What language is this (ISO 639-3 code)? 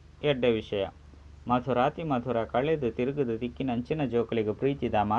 tcy